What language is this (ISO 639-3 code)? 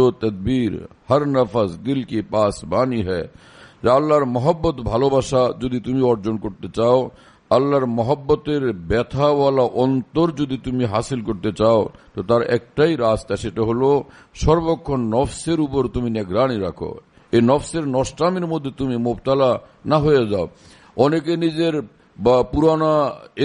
ben